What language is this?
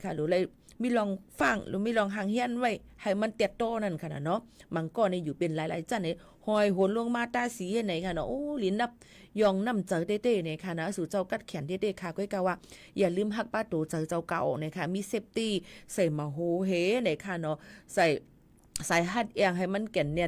Shan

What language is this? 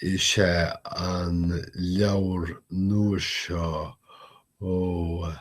Irish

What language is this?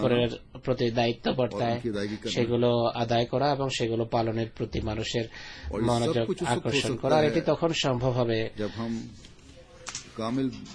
Bangla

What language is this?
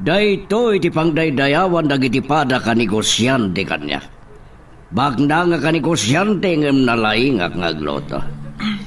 Iloko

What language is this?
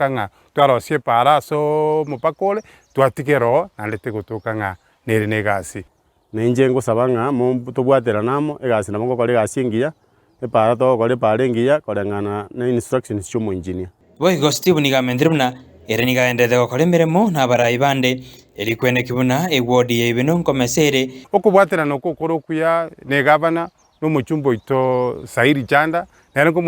Gusii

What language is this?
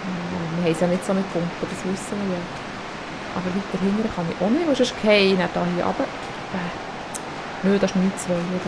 Swiss German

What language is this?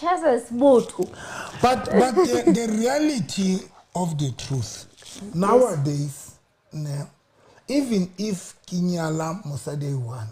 Southern Sotho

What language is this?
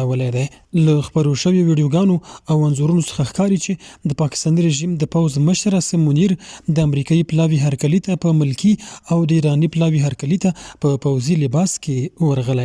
Pashto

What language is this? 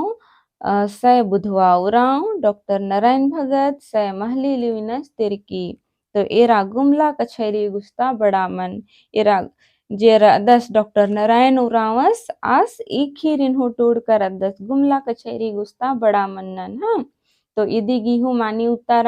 Kurukh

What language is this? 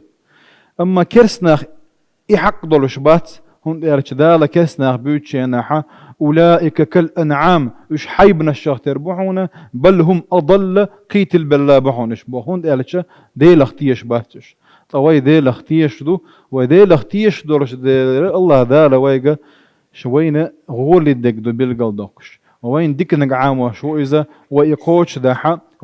Chechen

